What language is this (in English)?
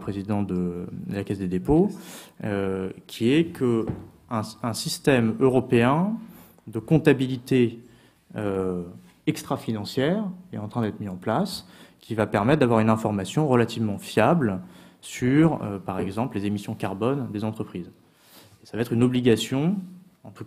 French